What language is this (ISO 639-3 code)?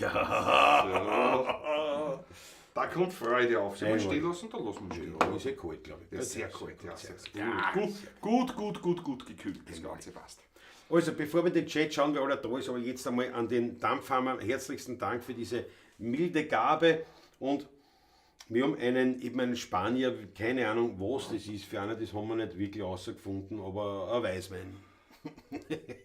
bar